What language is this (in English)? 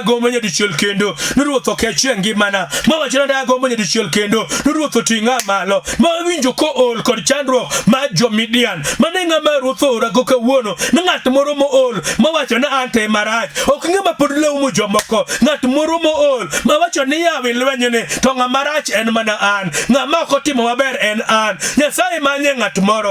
Luo (Kenya and Tanzania)